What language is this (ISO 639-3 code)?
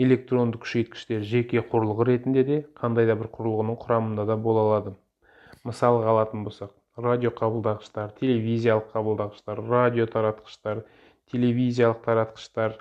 kaz